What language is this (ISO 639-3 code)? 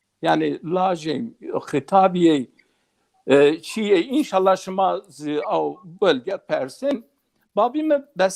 zza